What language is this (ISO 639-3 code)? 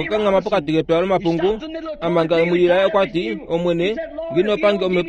kua